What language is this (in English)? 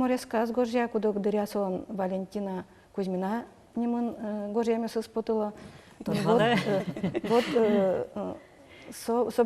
Udmurt